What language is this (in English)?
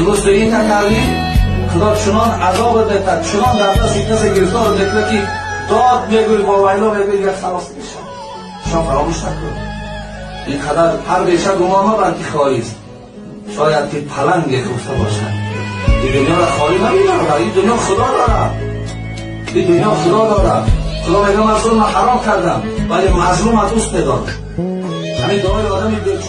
Tajik